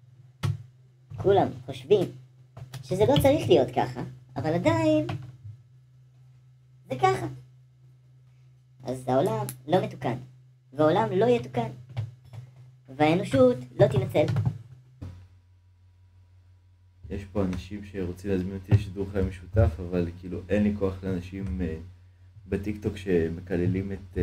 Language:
Hebrew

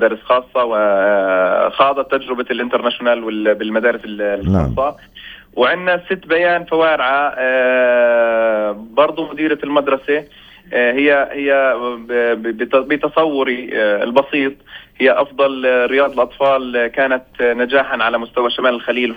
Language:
North Levantine Arabic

